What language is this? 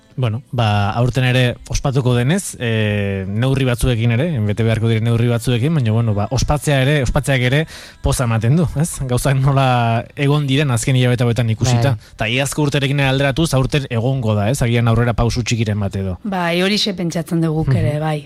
Basque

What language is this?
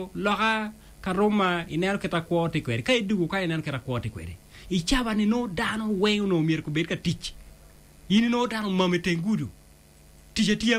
Acoli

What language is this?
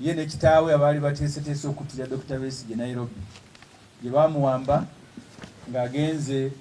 Ganda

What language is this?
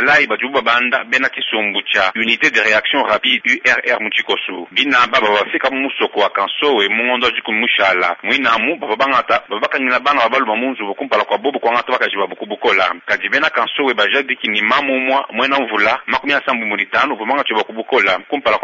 Luba-Lulua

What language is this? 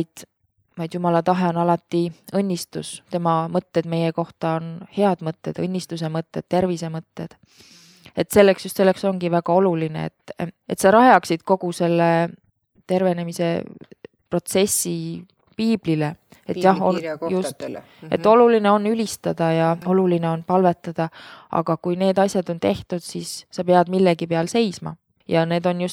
Estonian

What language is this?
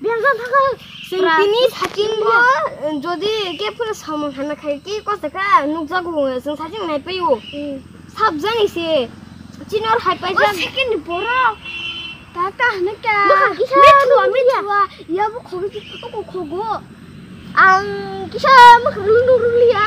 Kok Borok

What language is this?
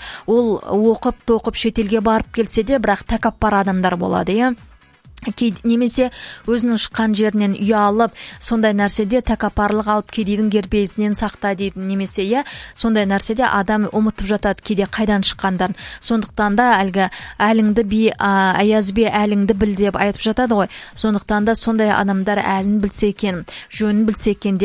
Kazakh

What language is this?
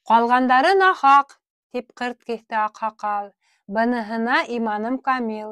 Bashkir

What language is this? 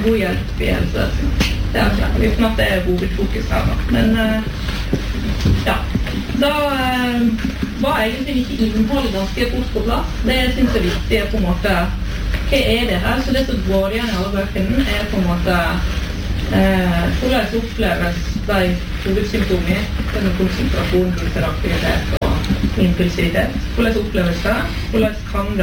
Norwegian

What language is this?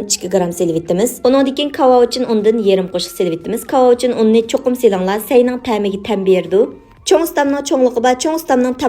Uyghur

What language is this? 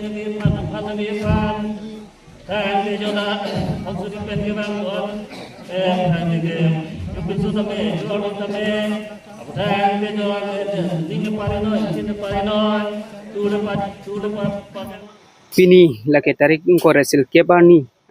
Karbi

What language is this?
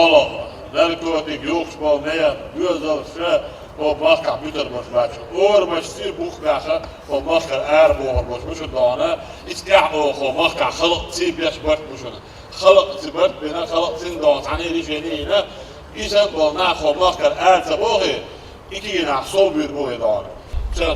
Chechen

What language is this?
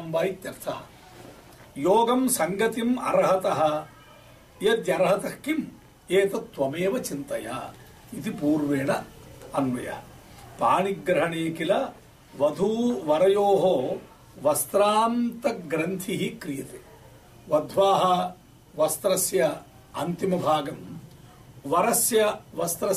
Sanskrit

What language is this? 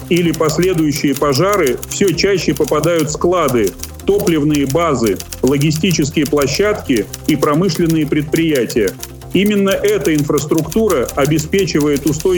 Russian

